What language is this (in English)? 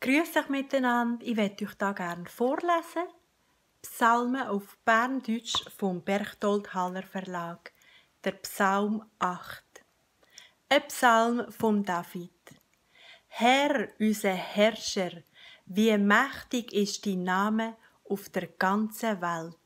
Swiss German